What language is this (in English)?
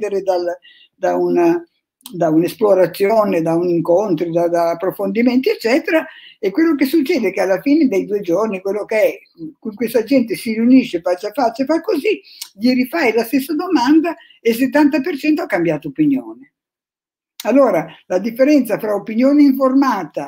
Italian